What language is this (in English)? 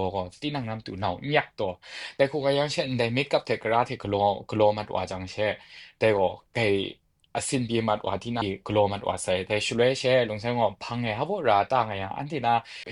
Kachin